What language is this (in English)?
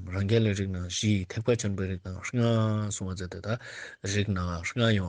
Ladakhi